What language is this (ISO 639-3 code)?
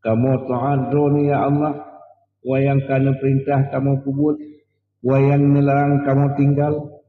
ace